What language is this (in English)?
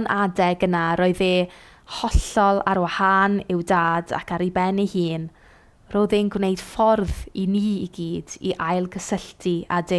Welsh